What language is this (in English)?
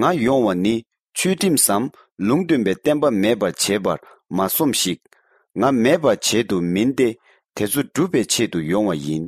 Tibetan